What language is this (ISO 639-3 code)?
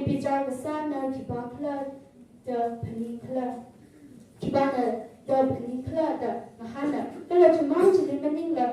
nmf